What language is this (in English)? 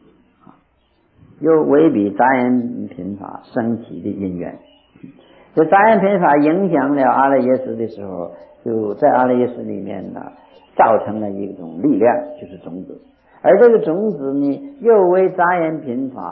Chinese